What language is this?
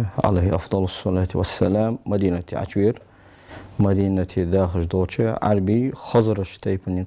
Ingush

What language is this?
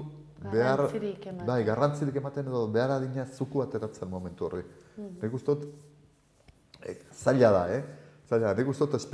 Basque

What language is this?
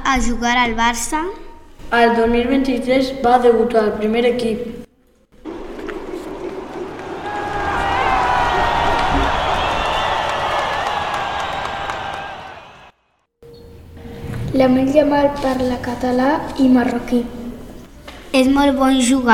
Catalan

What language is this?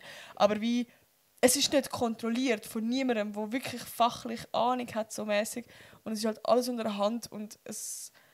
Swiss German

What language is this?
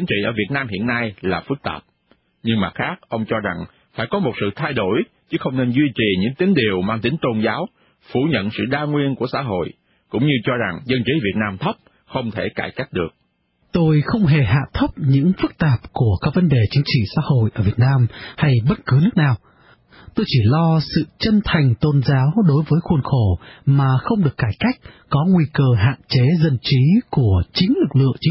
Vietnamese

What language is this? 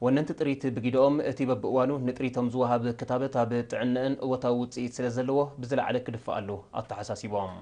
Tigrinya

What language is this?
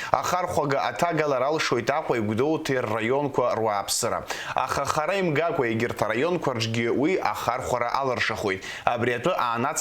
Abkhazian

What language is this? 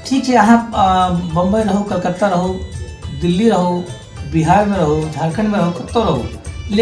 Maithili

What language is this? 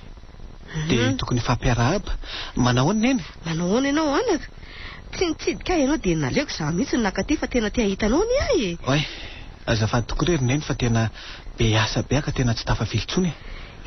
Malagasy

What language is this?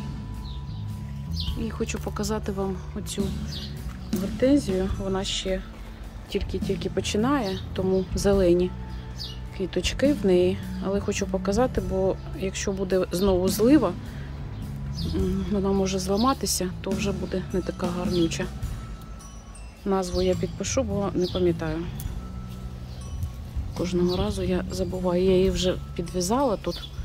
Ukrainian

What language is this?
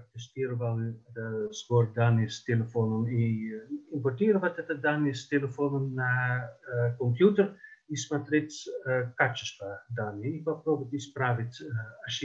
Russian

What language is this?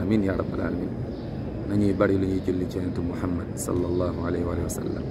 Wolof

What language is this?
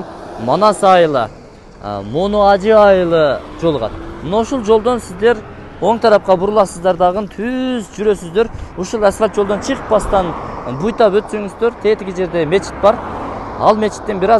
Kyrgyz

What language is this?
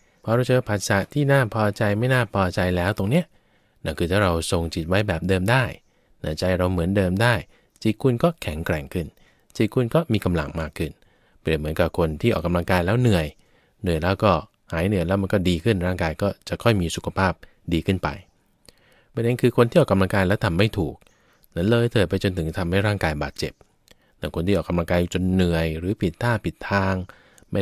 Thai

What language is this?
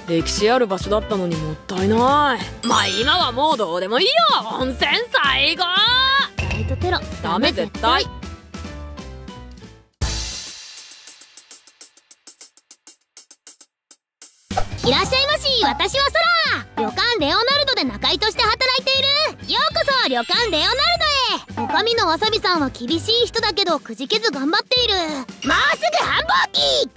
Japanese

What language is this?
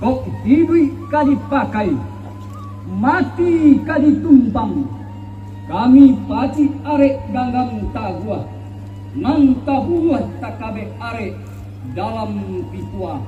Minangkabau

